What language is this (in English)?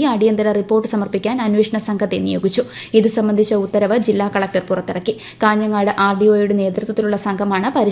Malayalam